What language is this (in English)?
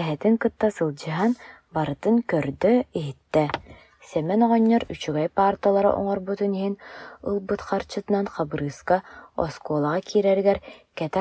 Yakut